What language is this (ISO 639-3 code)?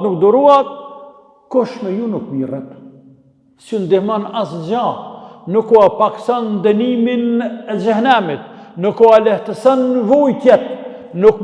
sqi